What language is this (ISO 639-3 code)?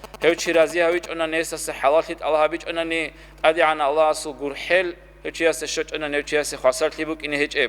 ava